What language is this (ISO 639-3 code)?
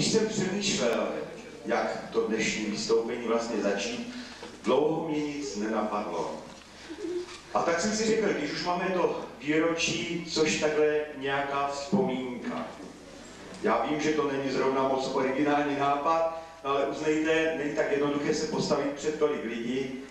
ces